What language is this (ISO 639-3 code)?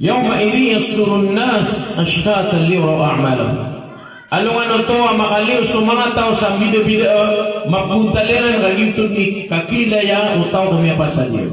mrw